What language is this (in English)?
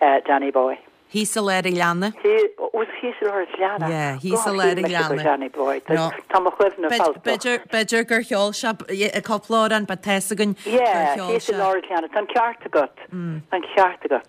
Irish